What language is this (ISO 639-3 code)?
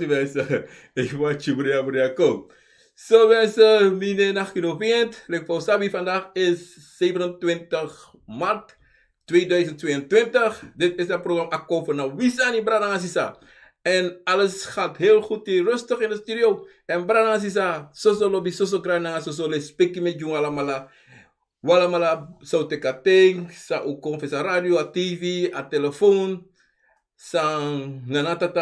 srn